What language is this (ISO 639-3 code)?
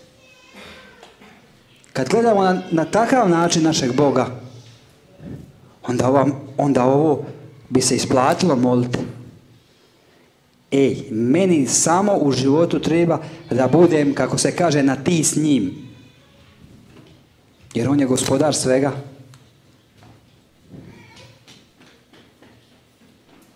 hrv